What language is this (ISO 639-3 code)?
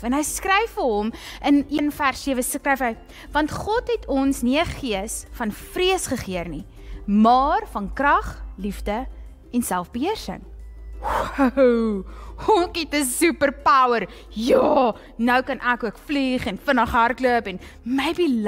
afr